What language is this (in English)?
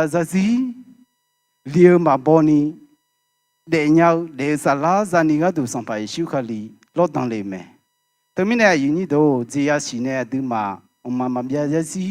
Akha